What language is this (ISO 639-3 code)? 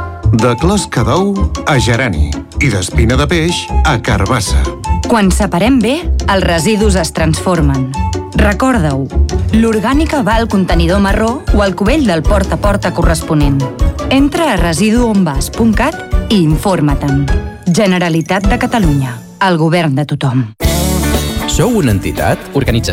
cat